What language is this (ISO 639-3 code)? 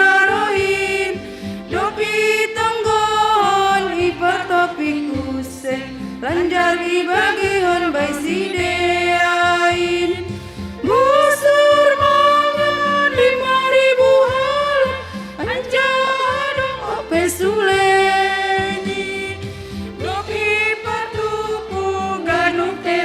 bts